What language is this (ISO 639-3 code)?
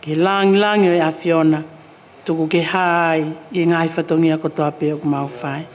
ton